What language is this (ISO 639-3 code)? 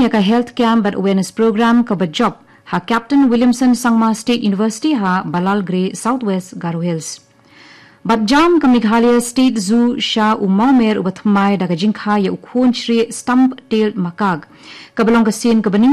kha